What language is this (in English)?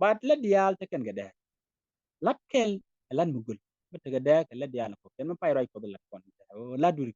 Nuer